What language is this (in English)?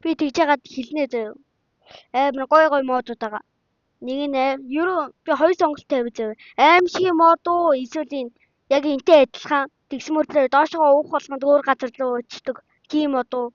Mongolian